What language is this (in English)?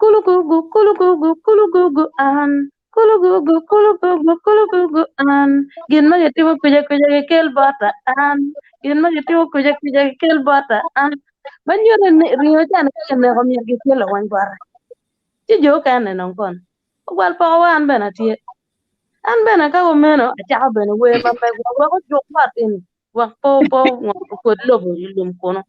Acoli